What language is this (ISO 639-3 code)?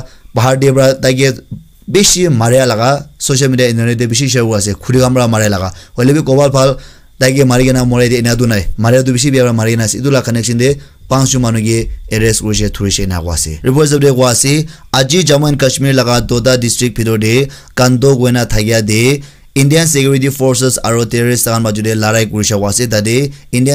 nag